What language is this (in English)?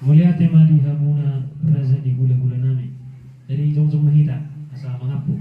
Batak Toba